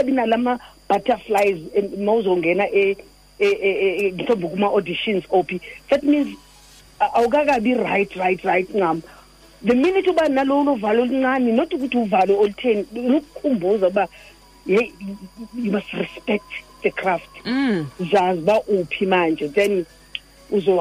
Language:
Xhosa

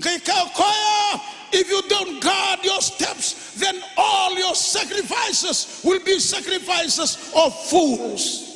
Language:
Fijian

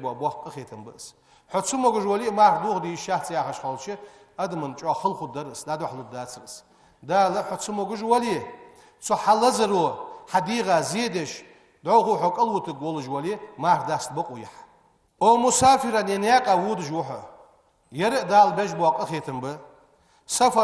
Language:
Ingush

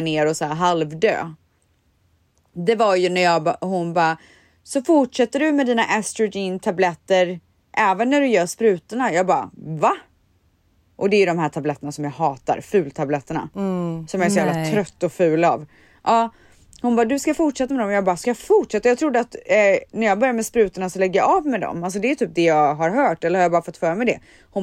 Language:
Swedish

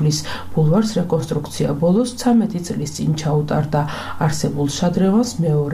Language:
Georgian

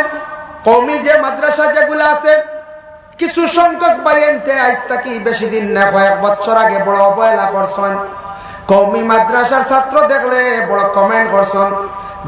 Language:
Sylheti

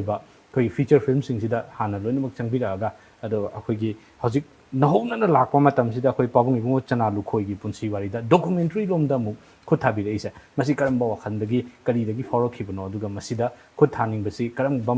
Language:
Manipuri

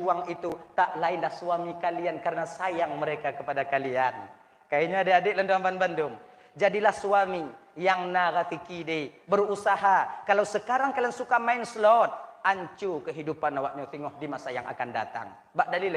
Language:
Achinese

